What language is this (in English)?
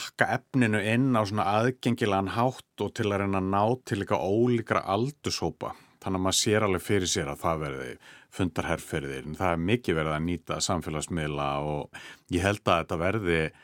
Icelandic